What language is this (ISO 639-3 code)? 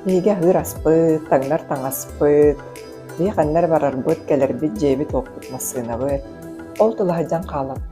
sah